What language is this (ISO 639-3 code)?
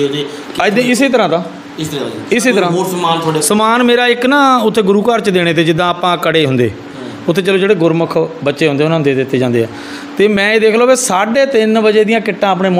pan